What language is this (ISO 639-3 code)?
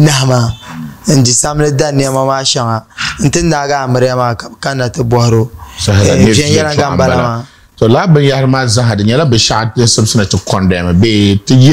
dag